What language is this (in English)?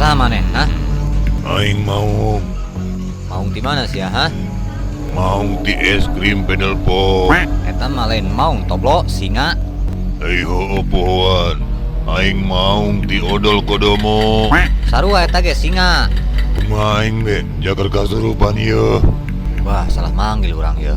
Sundanese